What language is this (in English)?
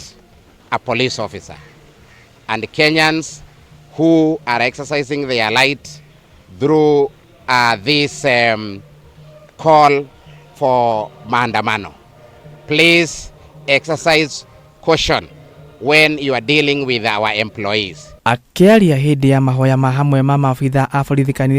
Kikuyu